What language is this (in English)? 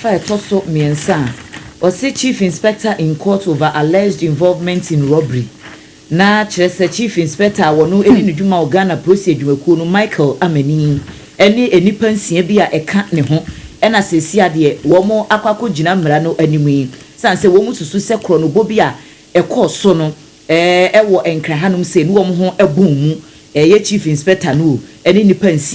Akan